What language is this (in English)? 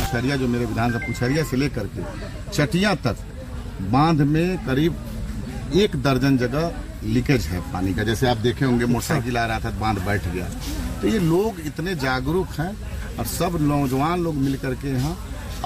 Hindi